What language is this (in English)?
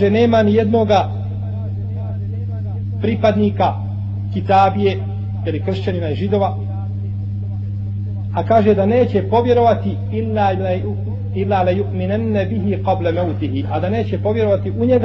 Bosnian